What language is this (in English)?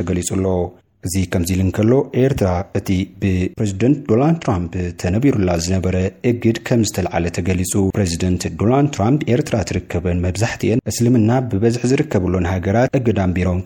Tigrinya